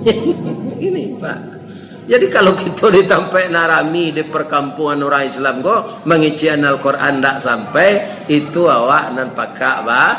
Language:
Minangkabau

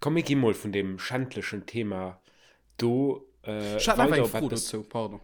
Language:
Luxembourgish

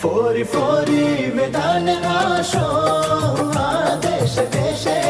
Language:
Divehi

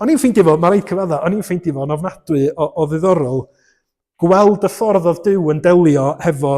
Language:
Welsh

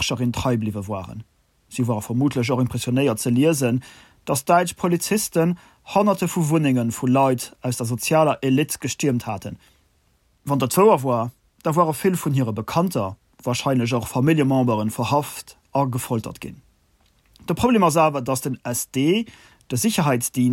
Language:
Luxembourgish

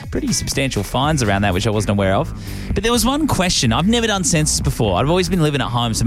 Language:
English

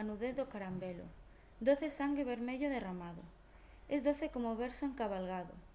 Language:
Galician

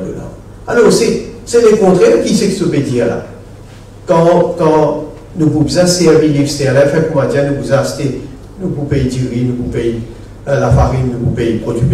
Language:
Morisyen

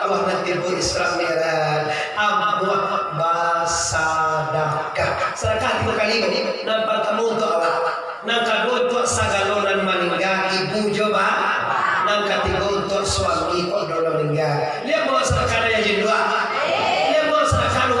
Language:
Minangkabau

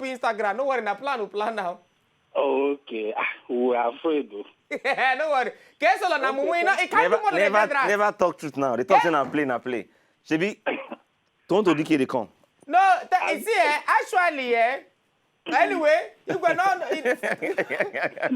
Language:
Nigerian Pidgin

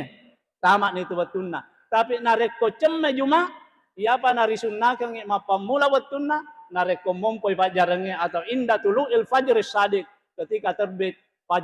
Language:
Buginese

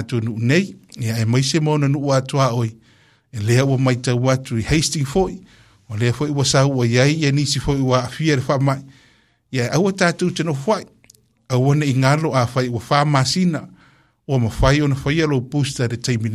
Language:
Samoan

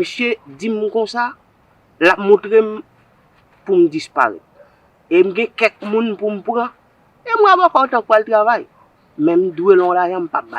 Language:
Haitian Creole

